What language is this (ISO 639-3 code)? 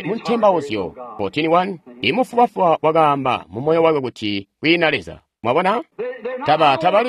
toi